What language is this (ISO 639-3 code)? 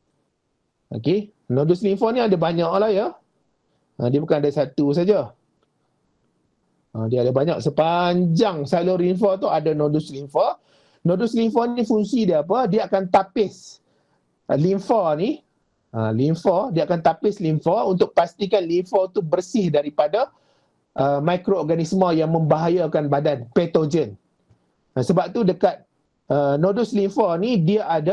msa